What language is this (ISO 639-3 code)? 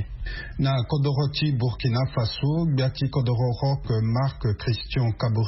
sag